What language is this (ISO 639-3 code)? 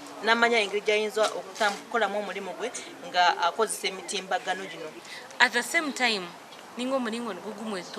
nyn